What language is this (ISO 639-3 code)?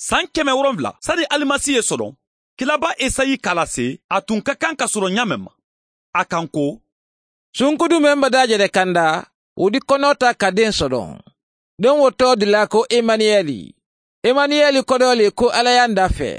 bam